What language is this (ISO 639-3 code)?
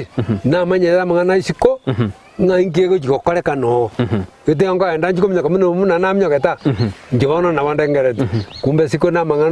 guz